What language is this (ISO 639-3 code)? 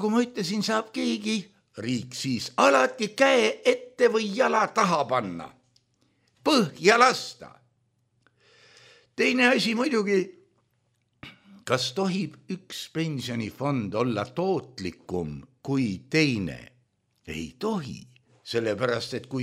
est